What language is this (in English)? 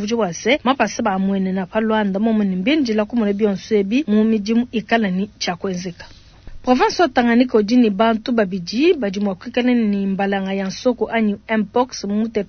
Luba-Lulua